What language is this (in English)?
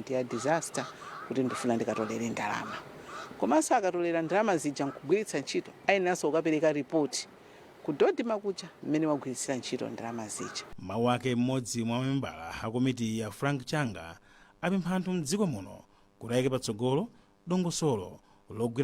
Nyanja